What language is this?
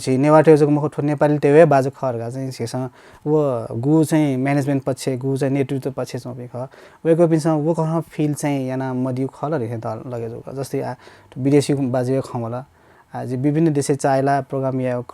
Newari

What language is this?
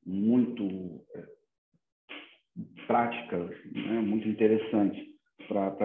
Portuguese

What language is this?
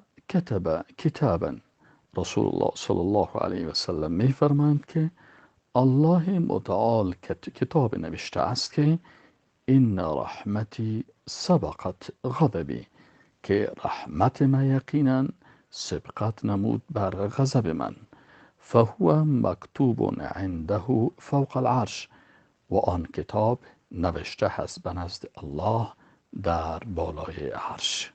Persian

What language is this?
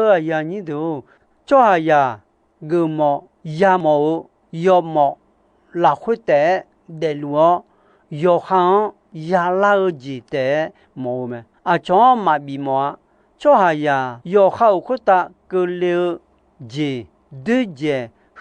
Akha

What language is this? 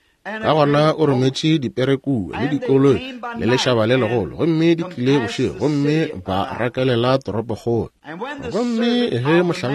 Northern Sotho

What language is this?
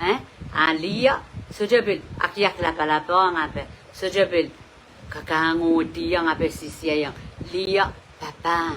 Pohnpeian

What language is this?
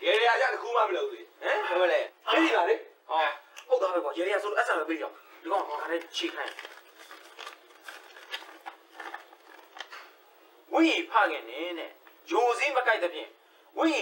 Burmese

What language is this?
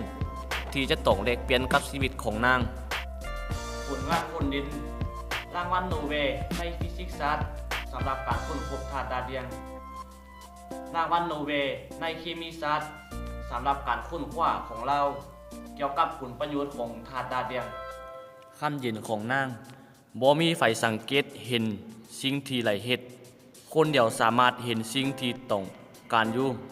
Lao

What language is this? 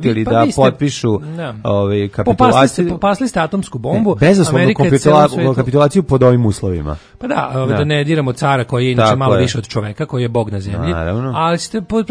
Serbian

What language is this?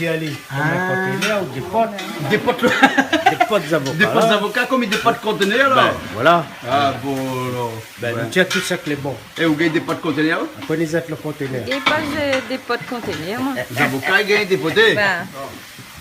Réunion Creole French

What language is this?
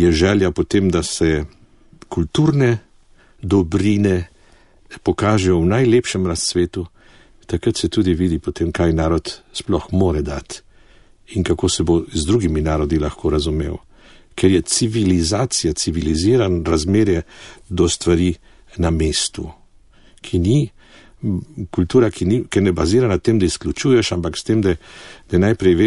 Slovenian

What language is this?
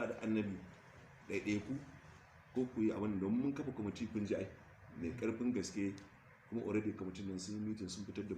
Hausa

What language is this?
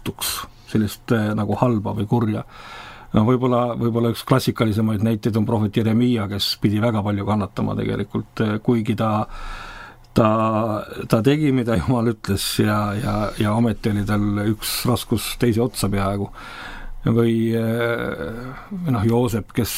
Estonian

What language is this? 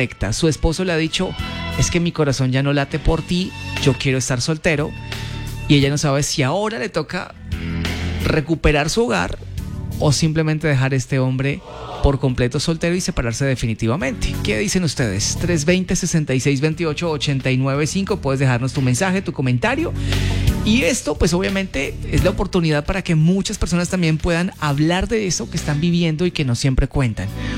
Spanish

